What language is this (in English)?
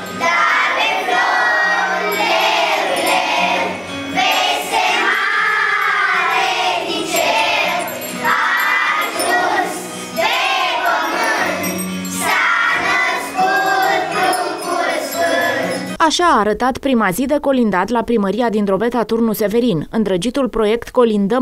Romanian